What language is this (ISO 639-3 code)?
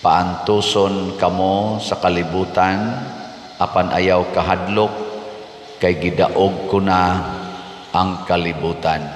ceb